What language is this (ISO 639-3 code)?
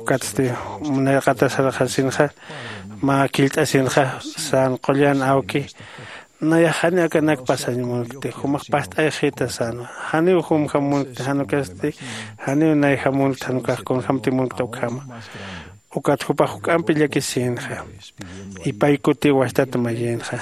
aym